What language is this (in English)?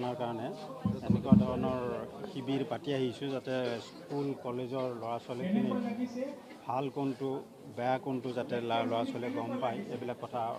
Assamese